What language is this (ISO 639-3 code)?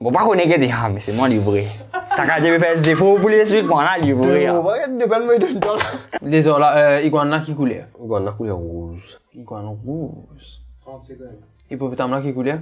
mfe